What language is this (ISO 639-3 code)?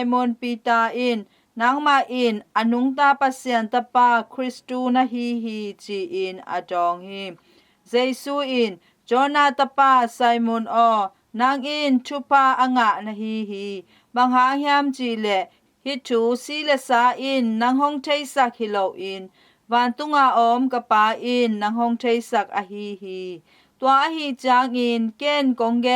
ctd